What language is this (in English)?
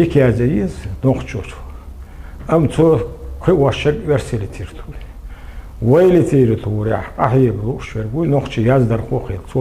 Chechen